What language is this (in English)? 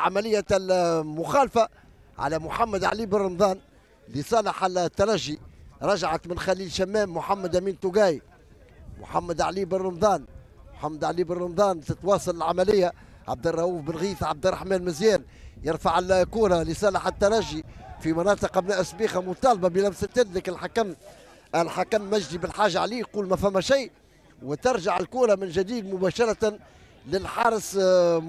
Tunisian Arabic